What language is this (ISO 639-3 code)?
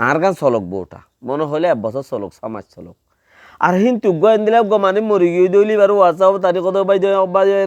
rhg